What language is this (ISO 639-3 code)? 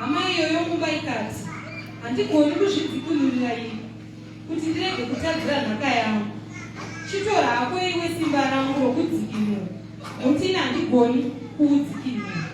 sna